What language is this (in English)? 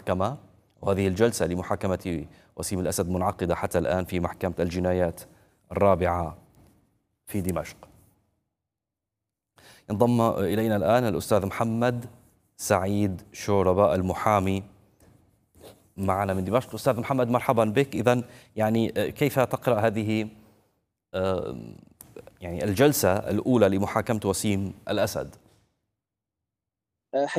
Arabic